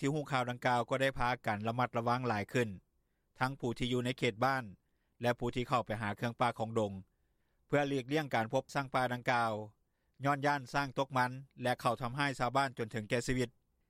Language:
Lao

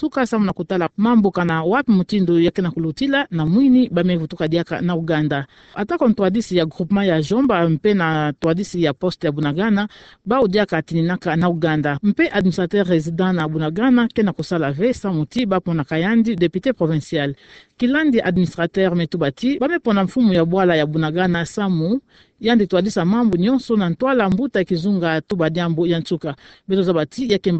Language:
Kituba (Democratic Republic of Congo)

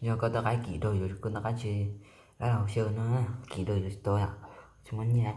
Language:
Hmong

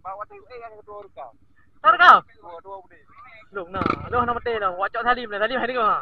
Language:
Achinese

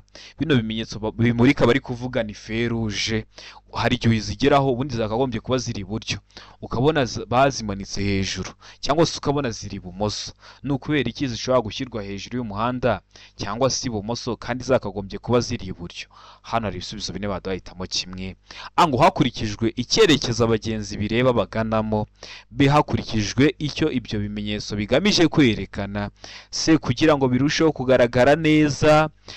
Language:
Kinyarwanda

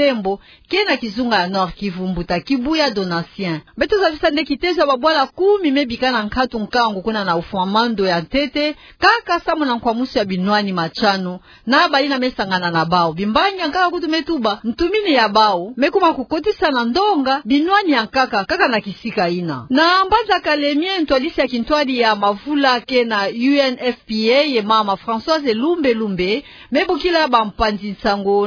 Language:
Kituba (Democratic Republic of Congo)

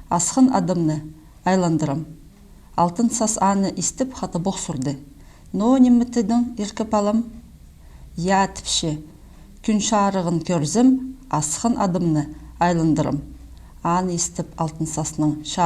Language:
Khakas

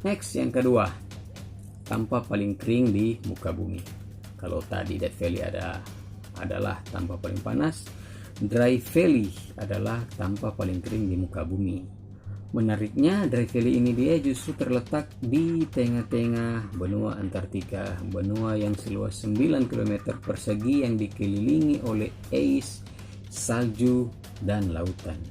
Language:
Manado Malay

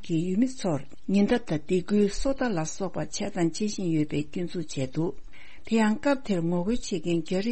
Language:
Tibetan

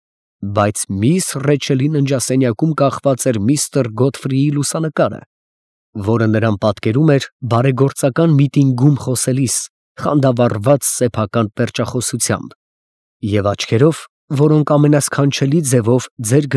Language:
Armenian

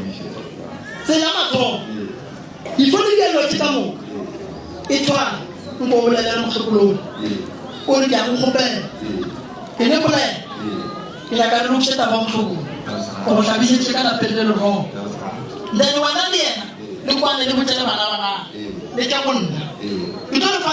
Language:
Northern Sotho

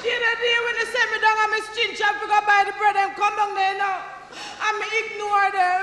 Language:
Jamaican Creole English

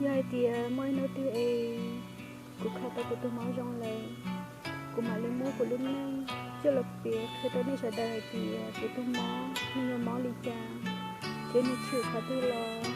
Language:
Hmong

